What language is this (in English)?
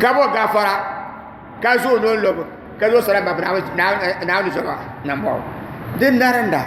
Dagbani